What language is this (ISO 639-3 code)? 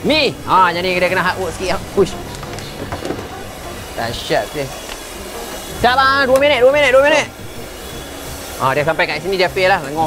msa